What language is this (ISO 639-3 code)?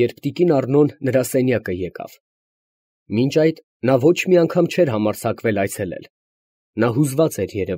hye